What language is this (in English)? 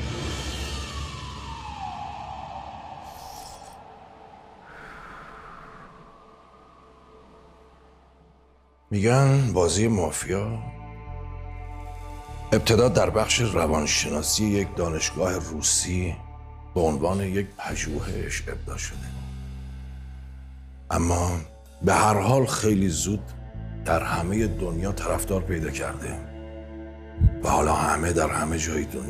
Persian